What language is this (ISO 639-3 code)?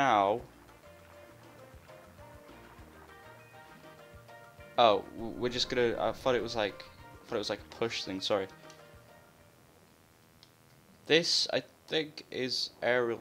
eng